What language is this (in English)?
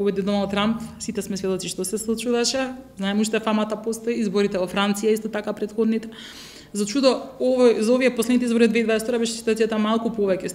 Macedonian